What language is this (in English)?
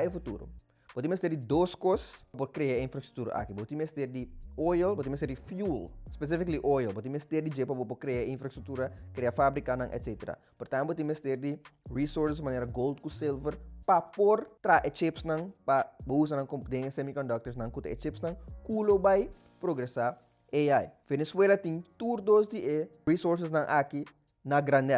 Papiamento